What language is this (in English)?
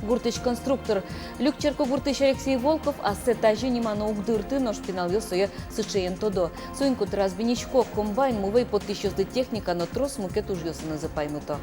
Udmurt